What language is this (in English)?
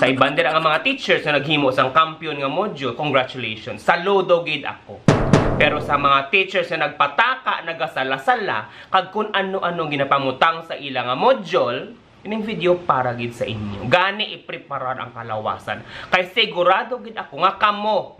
Hiligaynon